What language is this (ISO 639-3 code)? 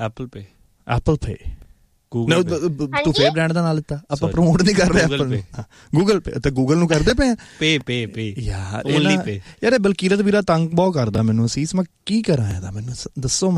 pan